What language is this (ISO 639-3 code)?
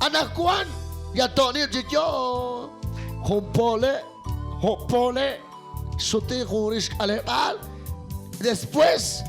kek